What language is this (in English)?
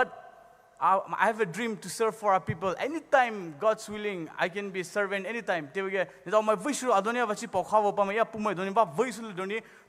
Poumei Naga